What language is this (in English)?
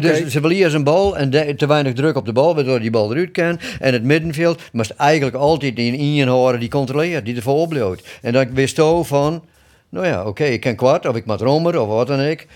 Western Frisian